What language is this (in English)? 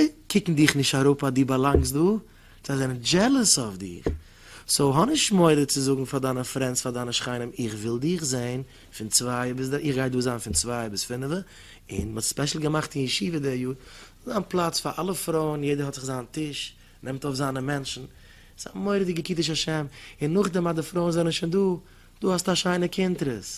Yiddish